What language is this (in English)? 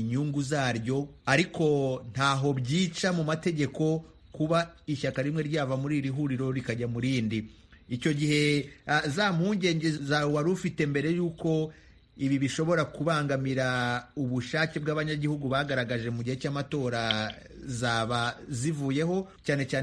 Kinyarwanda